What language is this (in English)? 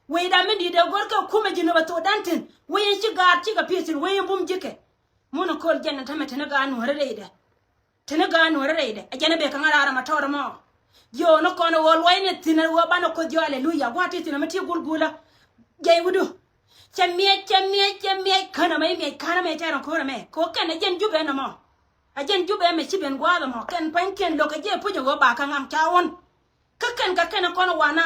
Nuer